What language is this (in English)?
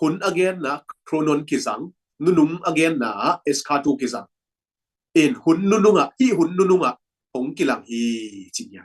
Tedim Chin